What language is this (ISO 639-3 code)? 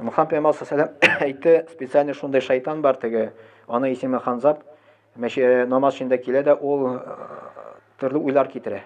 tat